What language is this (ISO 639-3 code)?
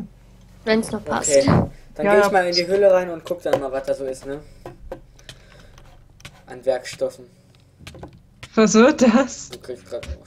deu